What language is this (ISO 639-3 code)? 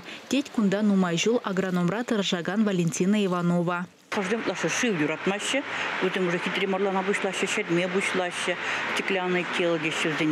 chv